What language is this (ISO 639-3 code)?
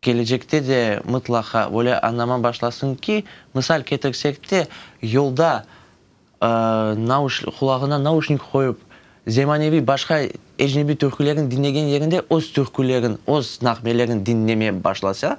crh